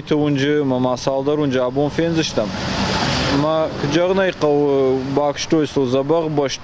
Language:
Ossetic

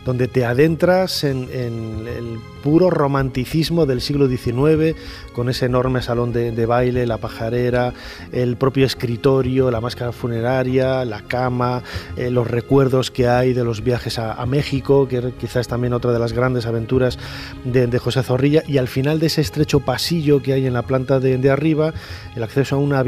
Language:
Spanish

